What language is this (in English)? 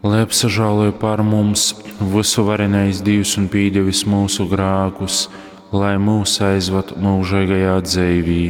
Latgalian